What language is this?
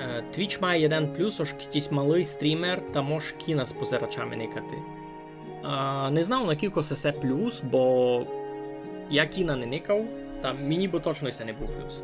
Rusyn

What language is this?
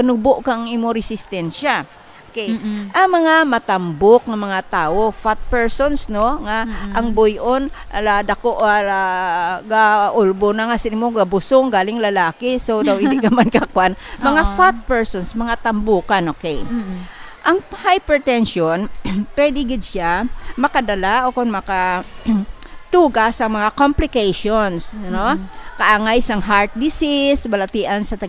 Hiligaynon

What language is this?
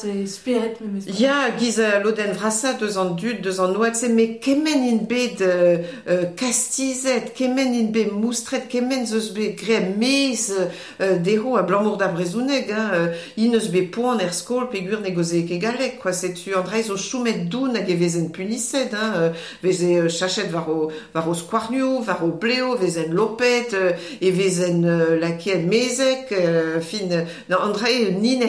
Breton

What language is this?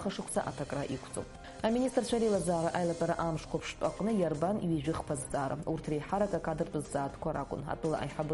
Abkhazian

